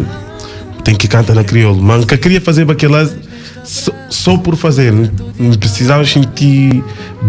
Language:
Kabuverdianu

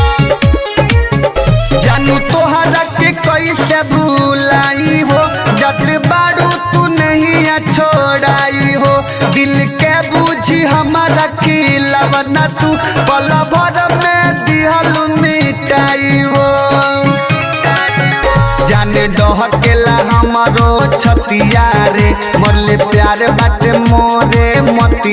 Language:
Bhojpuri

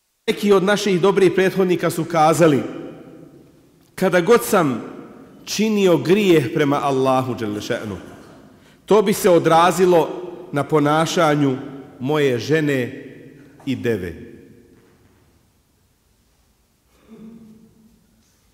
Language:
Bosnian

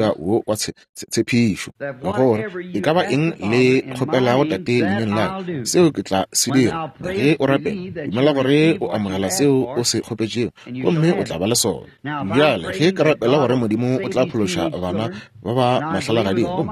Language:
Northern Sotho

